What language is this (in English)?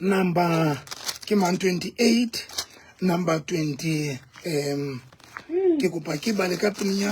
Southern Sotho